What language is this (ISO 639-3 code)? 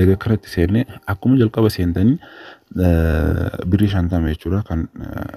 orm